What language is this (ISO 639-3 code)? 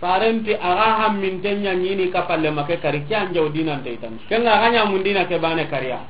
snk